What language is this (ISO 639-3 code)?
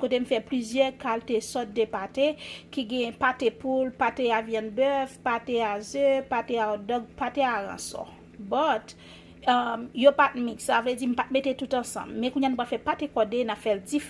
hat